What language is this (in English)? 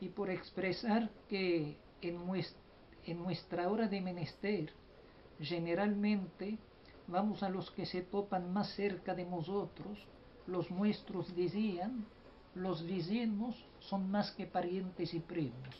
Ladino